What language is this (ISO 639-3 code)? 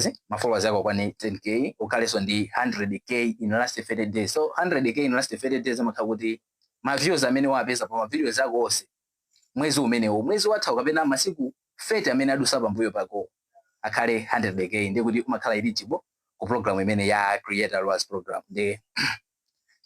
nya